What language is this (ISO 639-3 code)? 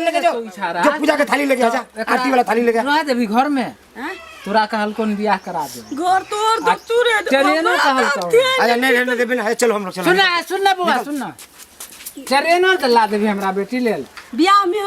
mai